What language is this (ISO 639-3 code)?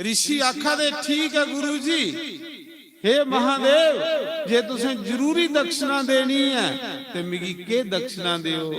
doi